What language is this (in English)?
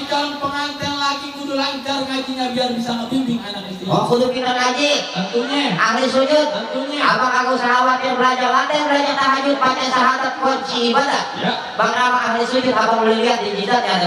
Betawi